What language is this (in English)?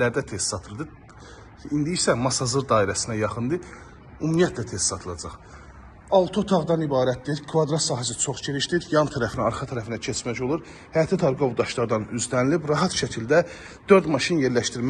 Azerbaijani